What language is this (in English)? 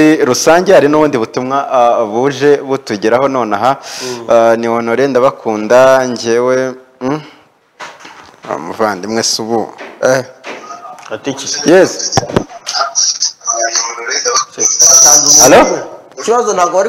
Kinyarwanda